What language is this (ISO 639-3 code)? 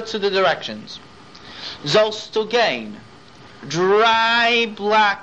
yid